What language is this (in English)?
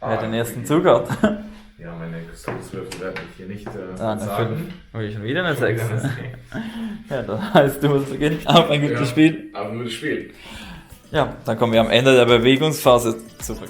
Swiss German